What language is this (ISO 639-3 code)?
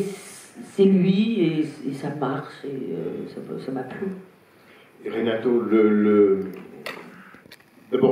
fra